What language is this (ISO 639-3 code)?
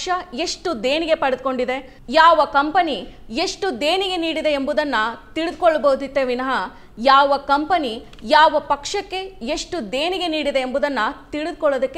kan